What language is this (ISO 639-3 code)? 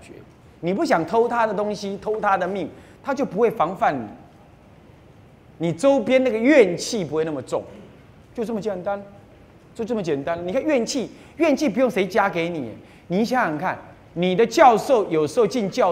zho